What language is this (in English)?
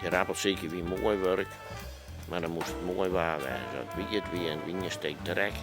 Western Frisian